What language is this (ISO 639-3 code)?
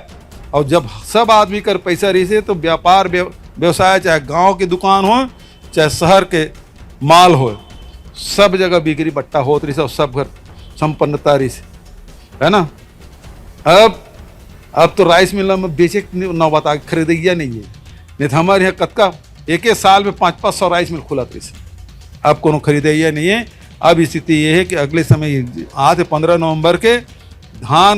hne